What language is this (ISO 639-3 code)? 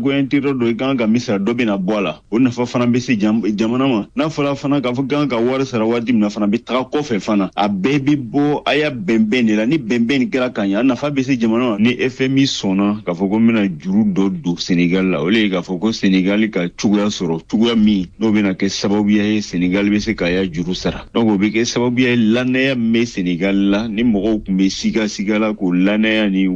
bam